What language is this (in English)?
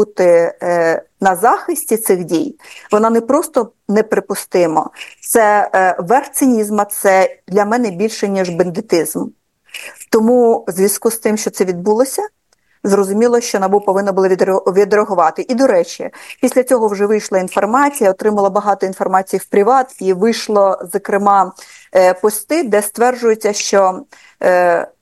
Ukrainian